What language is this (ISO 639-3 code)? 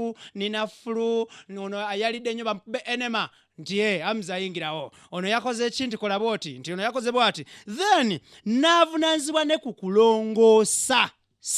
lug